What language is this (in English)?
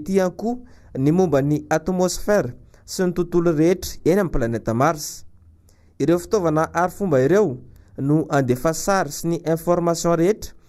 Malagasy